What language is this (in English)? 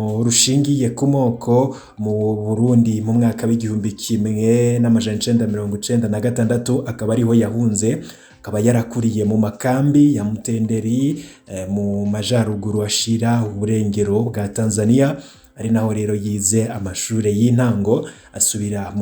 Rundi